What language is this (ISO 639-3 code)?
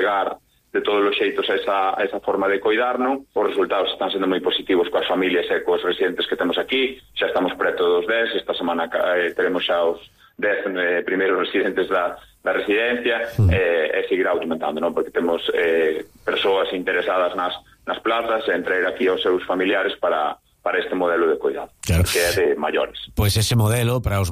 glg